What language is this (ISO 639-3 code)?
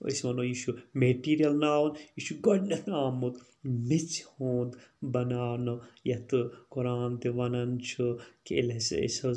kas